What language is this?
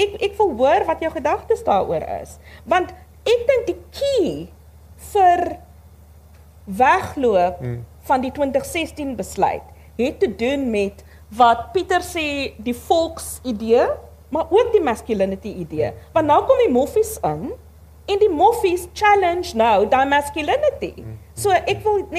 Afrikaans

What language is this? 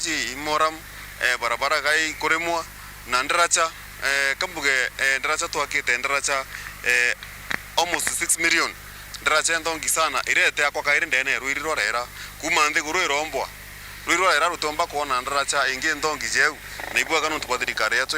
Meru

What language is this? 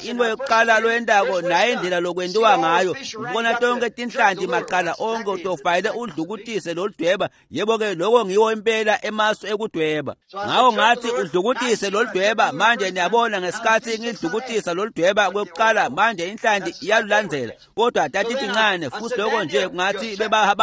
Swati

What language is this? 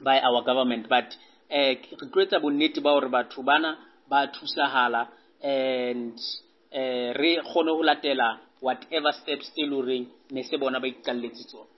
Southern Sotho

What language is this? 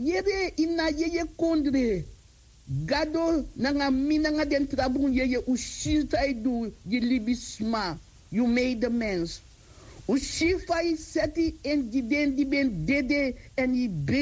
Sranan Tongo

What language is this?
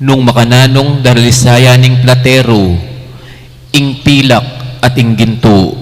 Pampanga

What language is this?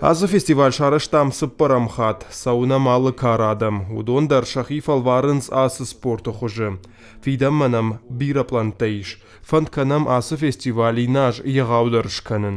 Ossetic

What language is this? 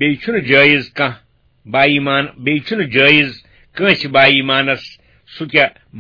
Kashmiri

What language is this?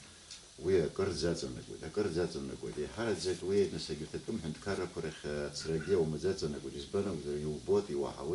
Abkhazian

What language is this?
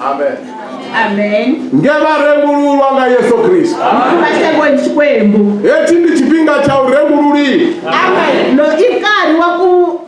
Venda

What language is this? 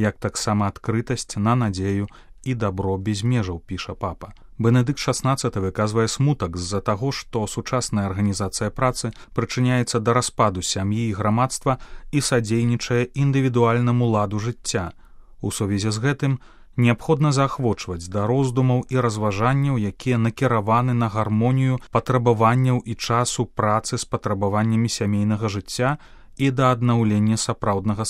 Belarusian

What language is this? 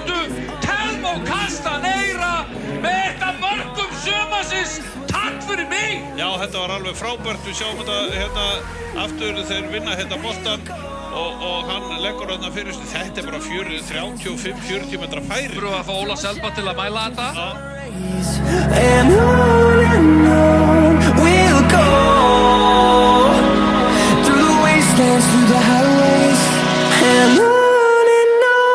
Icelandic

